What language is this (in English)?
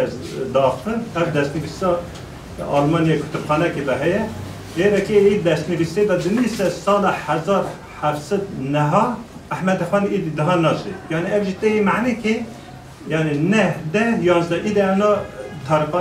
Kurdish